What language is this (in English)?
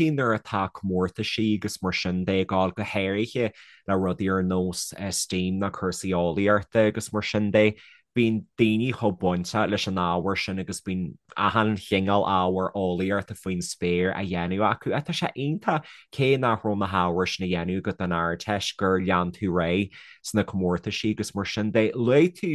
Irish